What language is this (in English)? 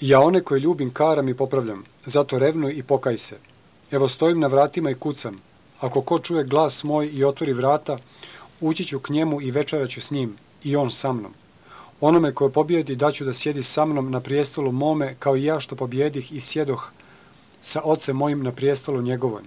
Croatian